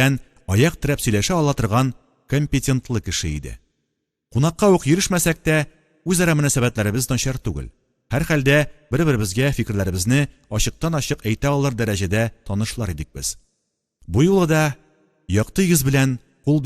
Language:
Tatar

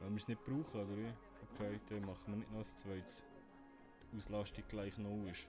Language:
Swiss German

